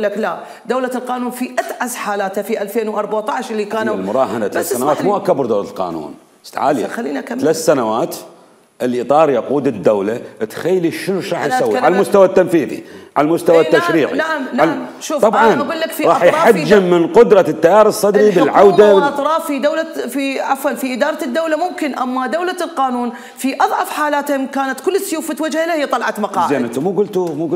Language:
Mesopotamian Arabic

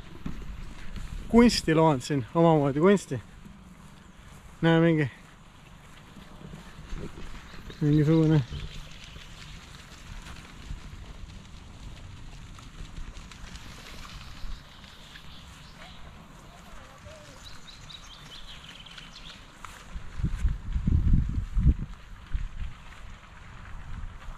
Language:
Estonian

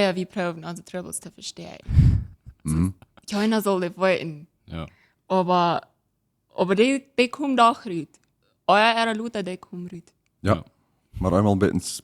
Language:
Plautdietsch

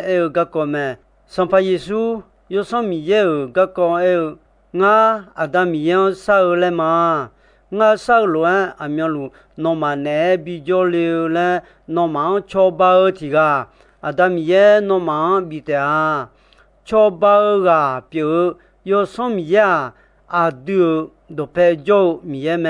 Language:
Akha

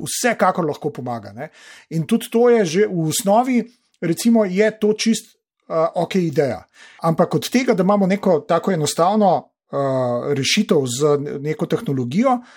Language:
Slovenian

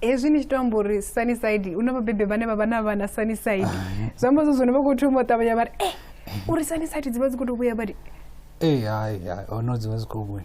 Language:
Venda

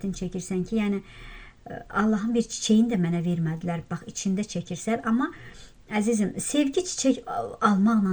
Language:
Azerbaijani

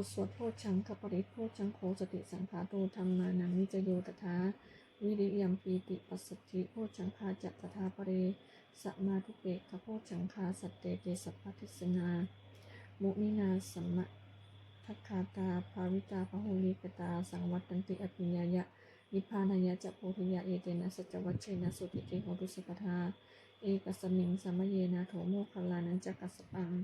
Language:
Pali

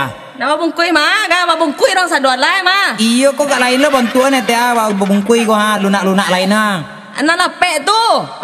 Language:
Minangkabau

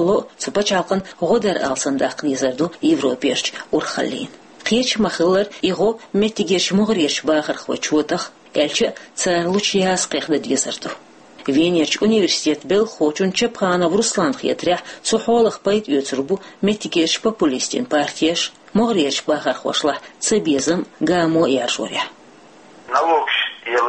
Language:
Chechen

